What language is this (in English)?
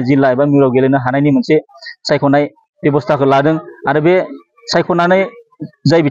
Bodo